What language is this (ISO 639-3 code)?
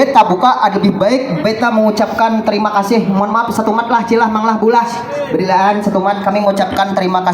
bjn